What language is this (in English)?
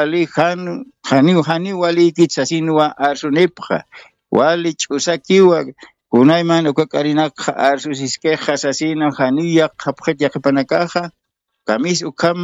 Aymara